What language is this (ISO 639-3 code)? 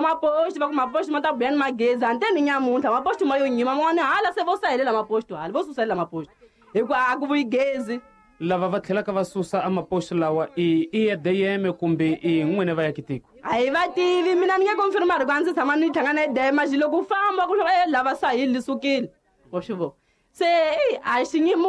tso